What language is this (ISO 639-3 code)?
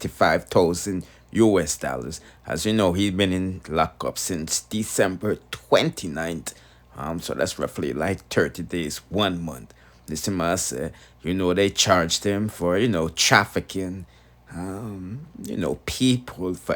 jam